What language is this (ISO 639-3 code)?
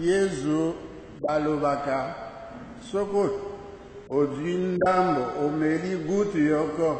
lin